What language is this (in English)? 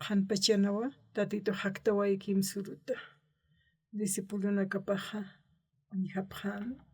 Aymara